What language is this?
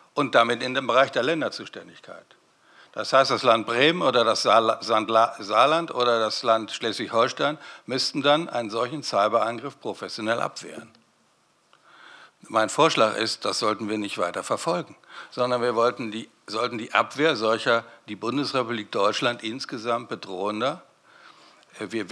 German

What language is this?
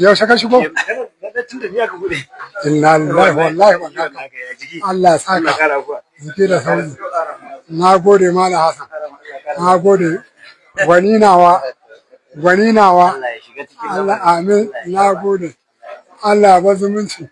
Hausa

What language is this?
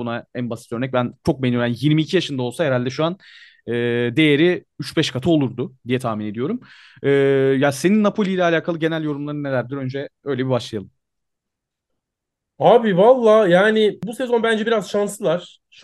Turkish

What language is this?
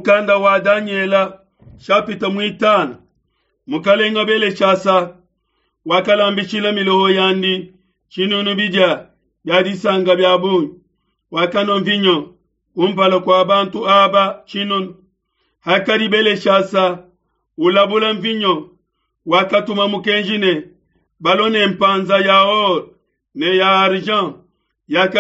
Luba-Lulua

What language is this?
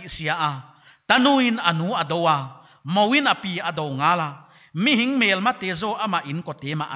Paite Chin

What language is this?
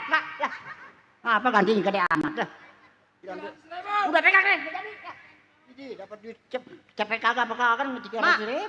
Betawi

